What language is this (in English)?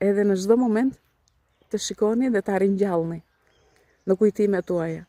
Albanian